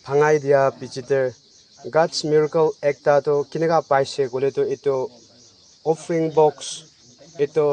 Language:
Naga Pidgin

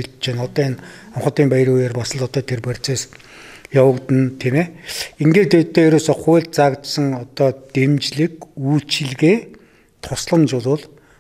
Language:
Mongolian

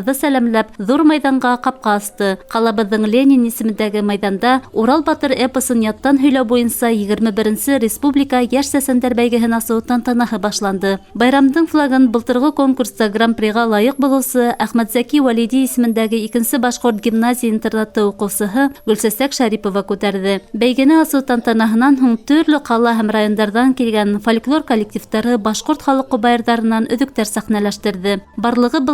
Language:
Bashkir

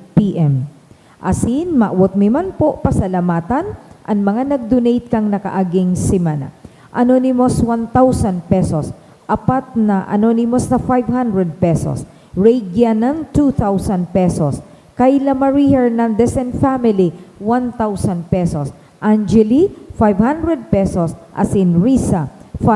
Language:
Bikol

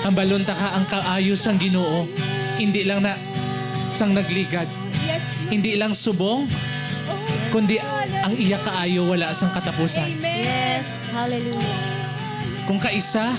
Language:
Hiligaynon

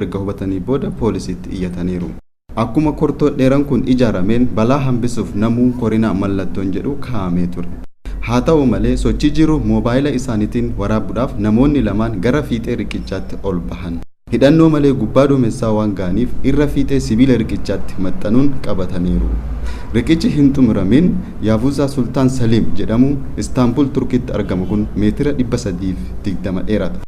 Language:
Oromo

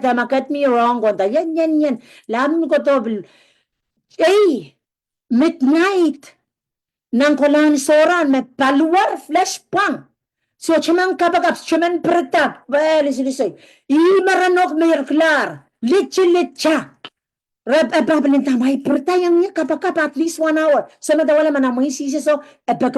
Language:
Pohnpeian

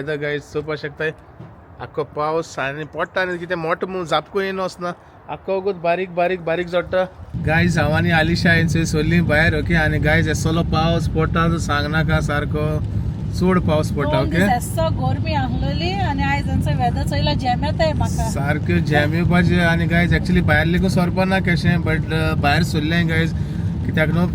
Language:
Konkani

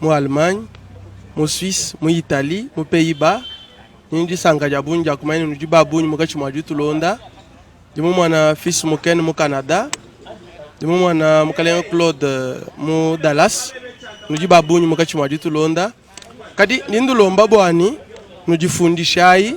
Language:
Luba-Lulua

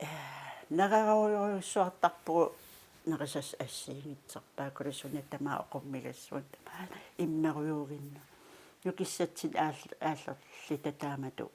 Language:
Kalaallisut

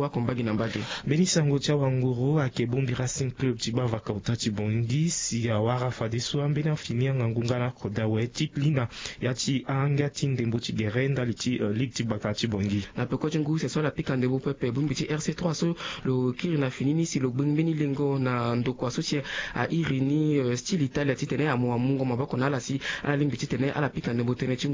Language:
Sango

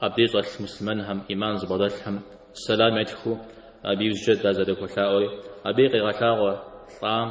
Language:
Kabardian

